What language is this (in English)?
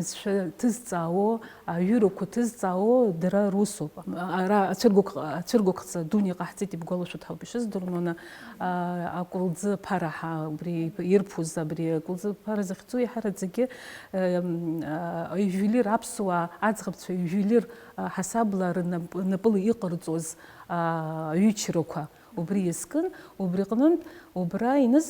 Abkhazian